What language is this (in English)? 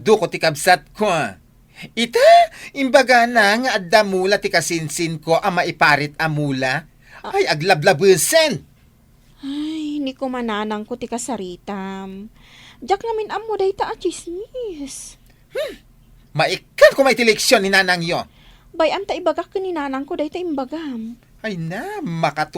Iloko